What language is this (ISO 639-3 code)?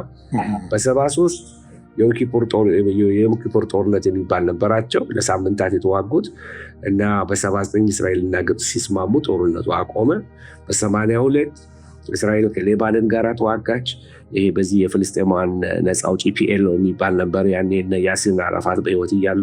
amh